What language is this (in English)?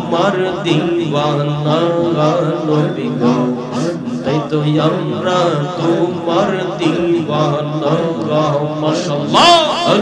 Bangla